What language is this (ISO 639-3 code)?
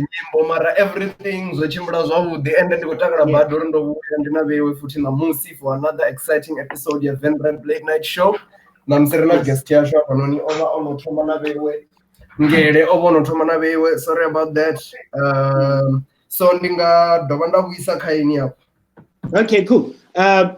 ven